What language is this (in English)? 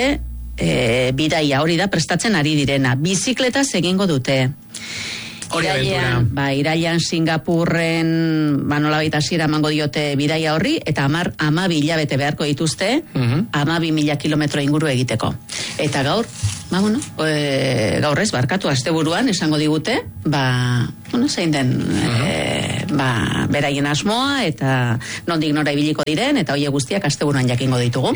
Basque